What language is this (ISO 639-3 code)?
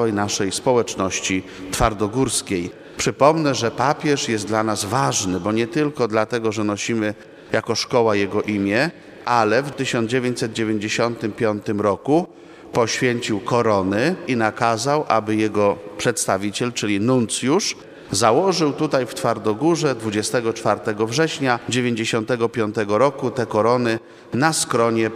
pol